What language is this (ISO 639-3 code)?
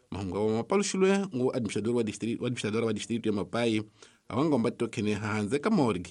tso